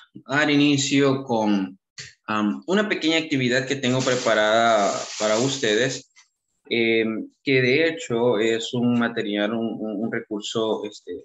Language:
Spanish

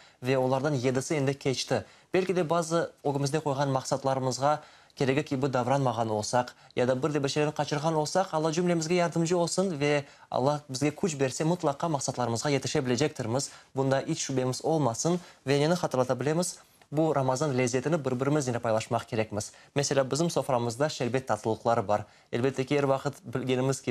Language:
Crimean Tatar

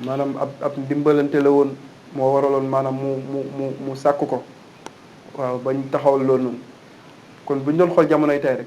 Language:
Wolof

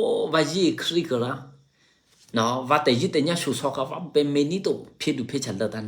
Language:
Eastern Kayah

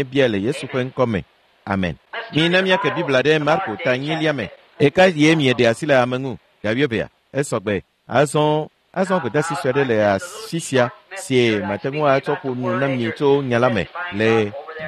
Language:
Ewe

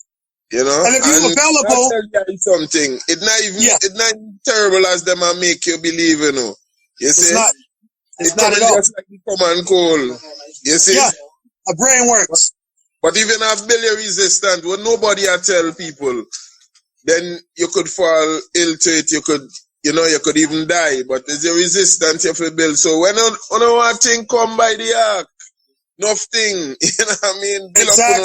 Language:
Jamaican Creole English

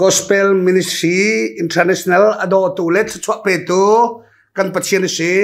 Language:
Hakha Chin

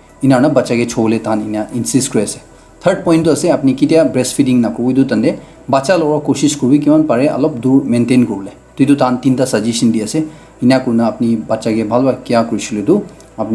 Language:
Naga Pidgin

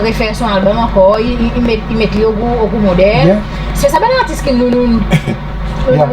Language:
Seselwa Creole French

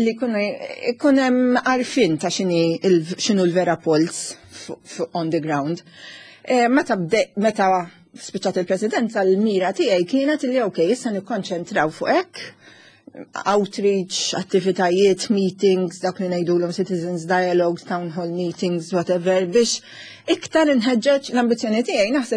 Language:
Maltese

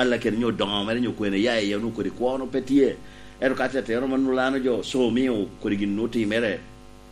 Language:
Lango (Uganda)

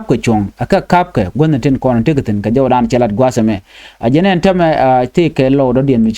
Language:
Nuer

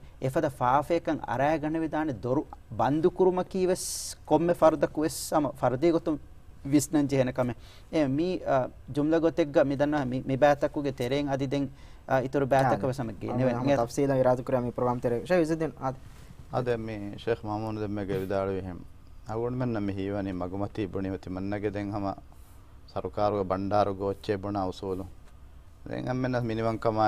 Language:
Divehi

